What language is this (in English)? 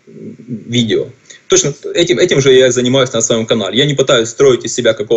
Russian